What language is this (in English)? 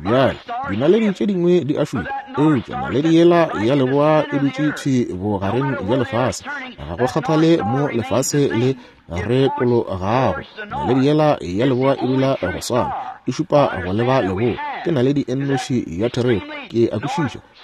Northern Sotho